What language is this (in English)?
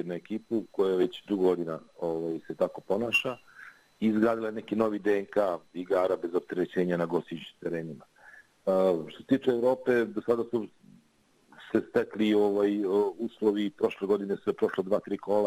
Serbian